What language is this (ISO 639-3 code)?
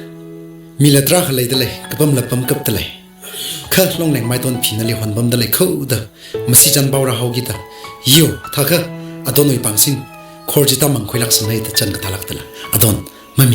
nmf